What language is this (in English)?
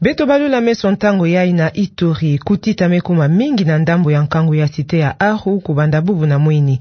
Kituba (Democratic Republic of Congo)